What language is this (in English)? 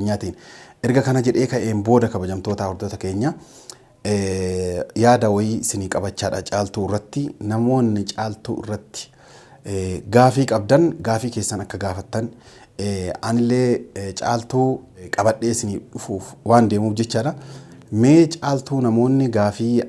Oromo